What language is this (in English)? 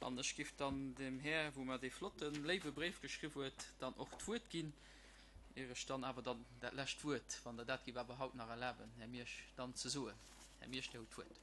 Luxembourgish